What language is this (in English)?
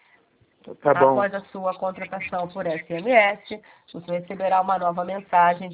Portuguese